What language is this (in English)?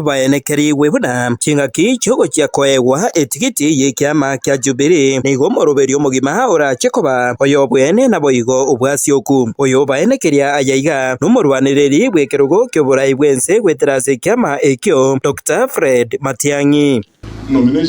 Gusii